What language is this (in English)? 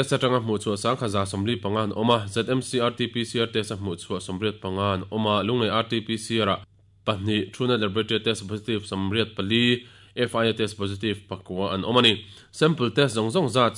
Mizo